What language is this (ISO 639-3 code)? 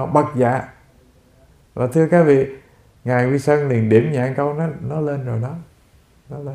vie